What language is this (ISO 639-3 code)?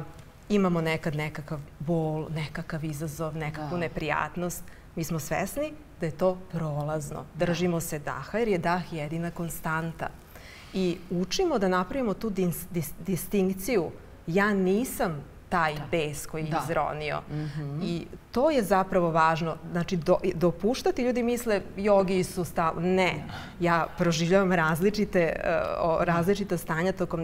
srp